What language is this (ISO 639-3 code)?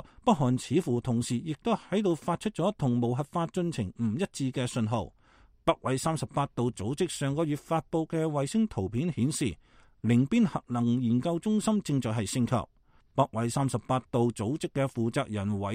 yue